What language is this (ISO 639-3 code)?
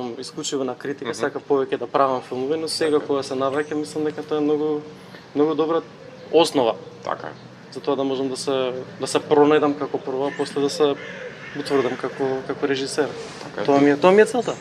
mkd